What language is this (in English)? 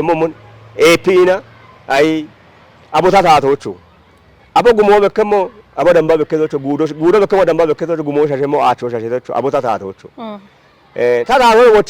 Kafa